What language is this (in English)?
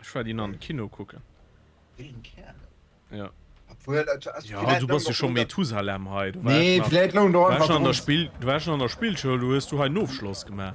Luxembourgish